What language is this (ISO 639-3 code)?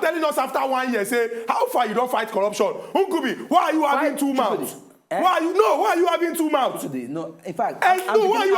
pcm